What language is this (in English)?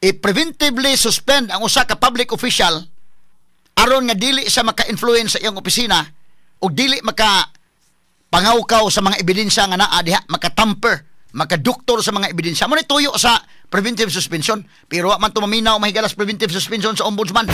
Cebuano